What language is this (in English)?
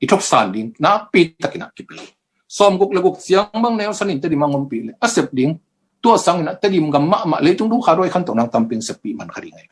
Tedim Chin